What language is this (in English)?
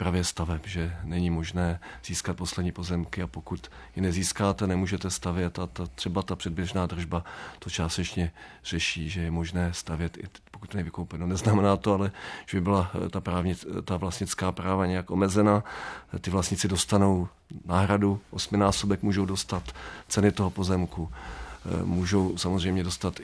Czech